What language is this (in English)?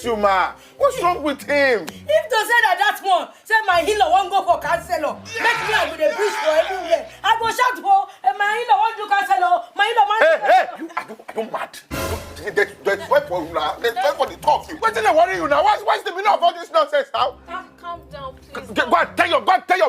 Nigerian Pidgin